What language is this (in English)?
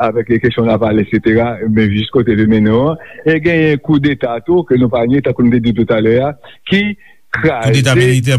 Haitian Creole